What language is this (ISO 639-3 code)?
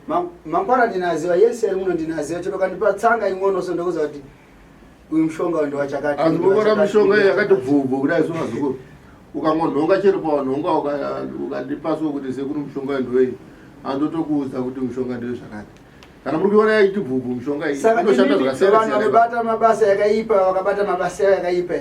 sna